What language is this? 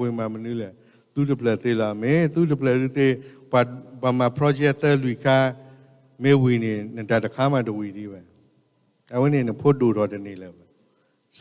S'gaw Karen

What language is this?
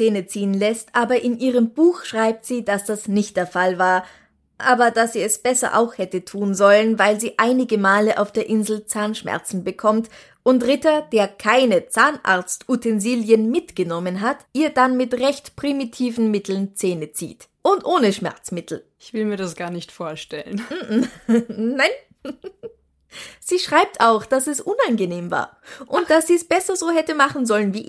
German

